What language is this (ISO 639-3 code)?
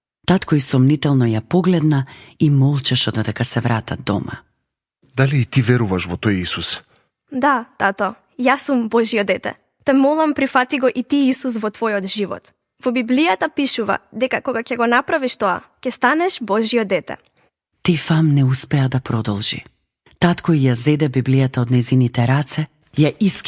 mkd